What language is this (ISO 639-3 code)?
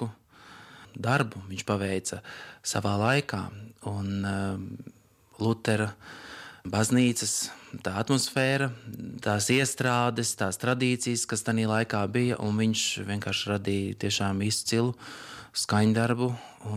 lav